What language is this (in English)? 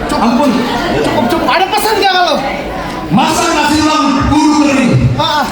Betawi